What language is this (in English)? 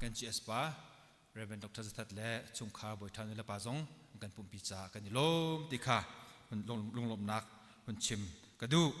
Hakha Chin